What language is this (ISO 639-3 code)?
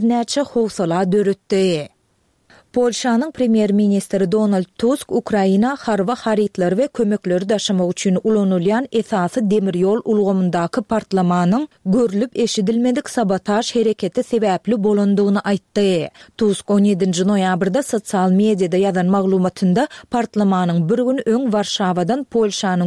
tuk